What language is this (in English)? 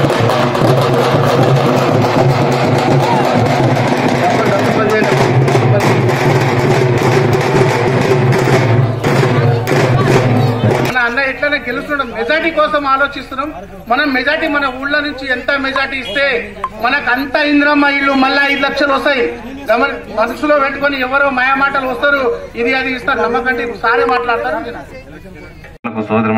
Telugu